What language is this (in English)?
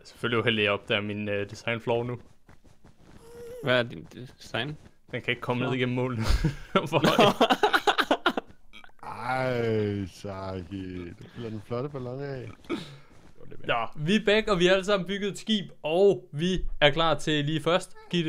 Danish